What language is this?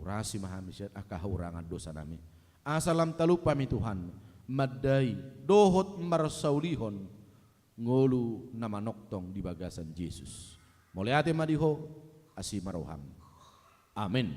Batak Toba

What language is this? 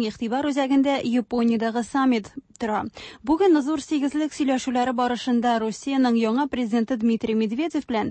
Tatar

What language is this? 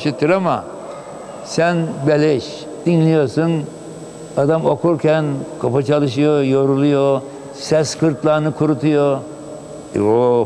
Turkish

